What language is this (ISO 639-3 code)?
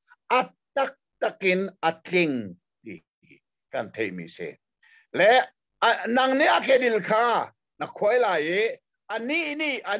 cnh